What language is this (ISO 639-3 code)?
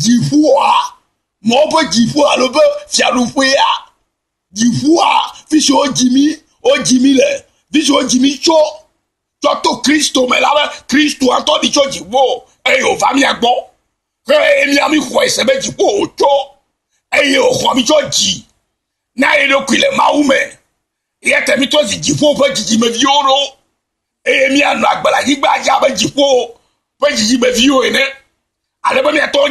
ewe